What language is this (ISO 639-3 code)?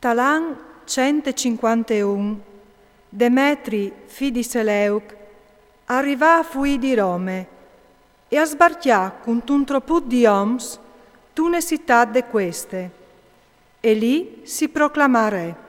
fur